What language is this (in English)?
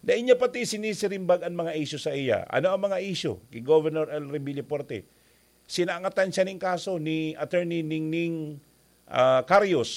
Bikol